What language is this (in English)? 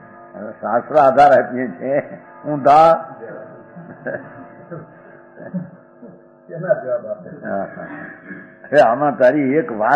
Gujarati